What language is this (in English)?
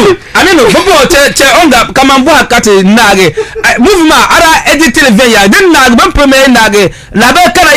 Dagbani